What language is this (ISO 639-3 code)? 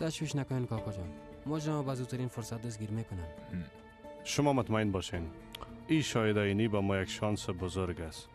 fas